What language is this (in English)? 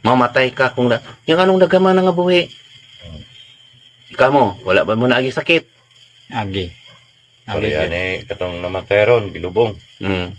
Cebuano